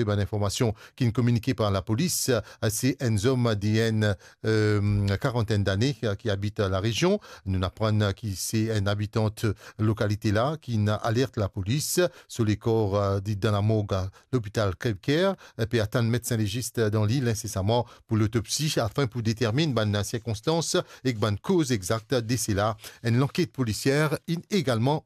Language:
Morisyen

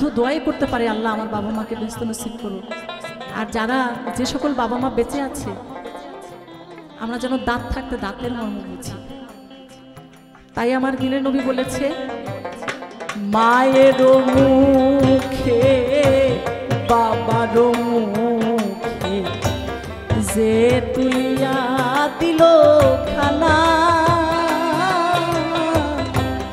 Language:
Bangla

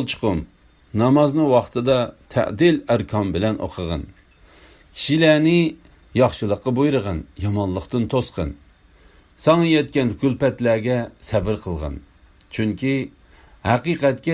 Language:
Uyghur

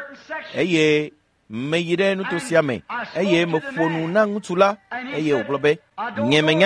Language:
Ewe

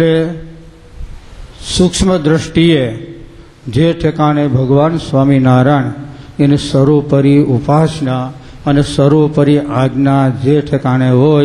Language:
Gujarati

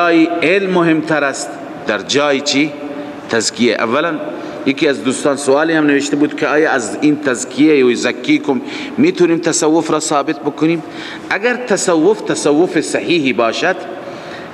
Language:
Persian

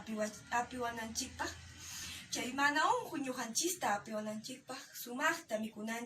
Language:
Quechua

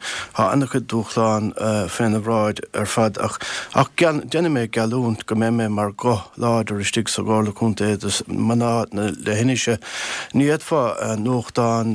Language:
Irish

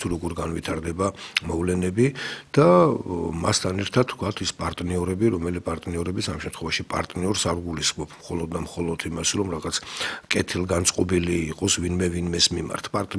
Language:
Georgian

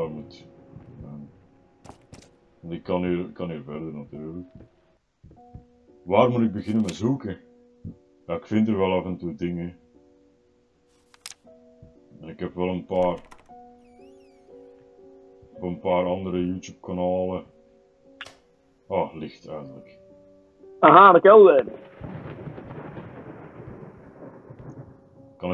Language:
Dutch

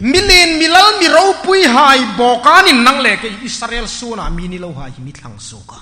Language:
Hmar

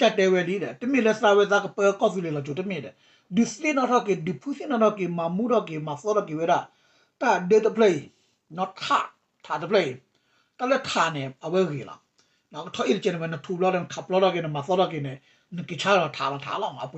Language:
S'gaw Karen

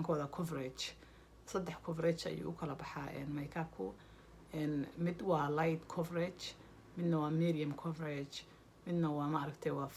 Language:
Somali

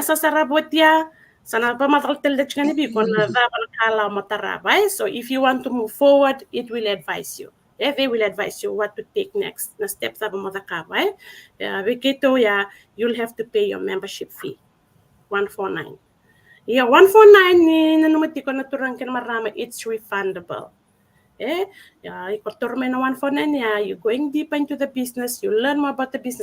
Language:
Fijian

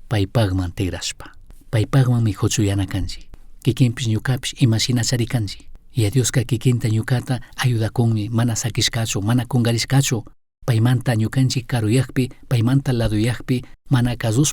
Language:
Chimborazo Highland Quichua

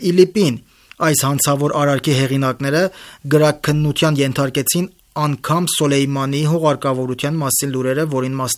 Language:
Armenian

